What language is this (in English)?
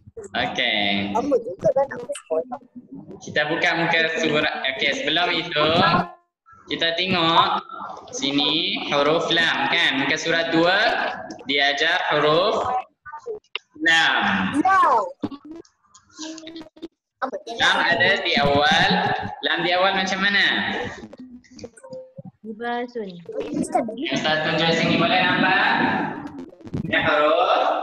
Malay